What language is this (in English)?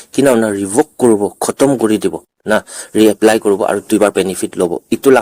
Naga Pidgin